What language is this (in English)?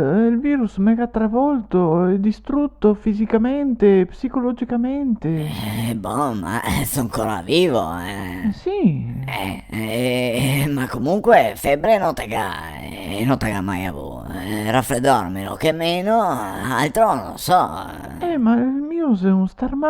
Venetian